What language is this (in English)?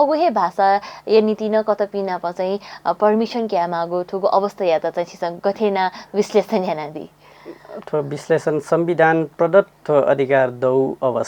Newari